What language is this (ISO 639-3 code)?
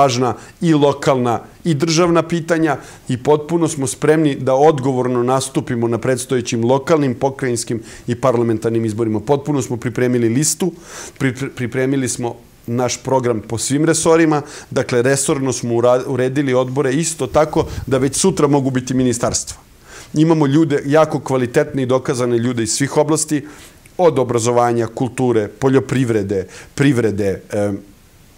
srp